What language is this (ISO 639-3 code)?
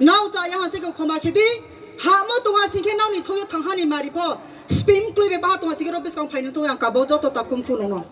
ria